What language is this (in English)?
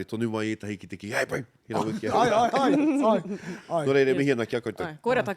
Māori